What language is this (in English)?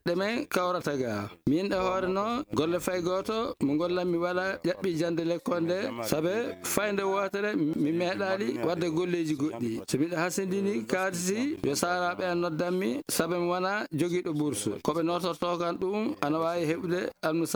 Nigerian Fulfulde